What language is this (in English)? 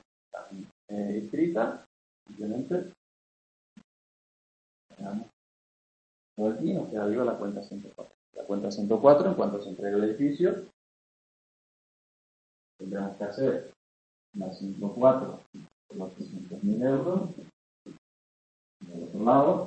Spanish